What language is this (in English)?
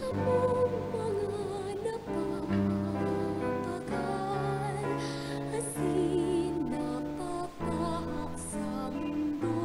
Bikol